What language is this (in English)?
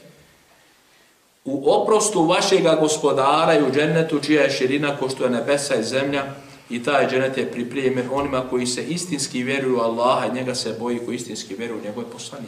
Bosnian